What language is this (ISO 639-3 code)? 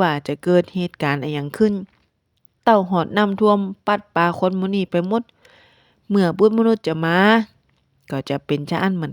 nod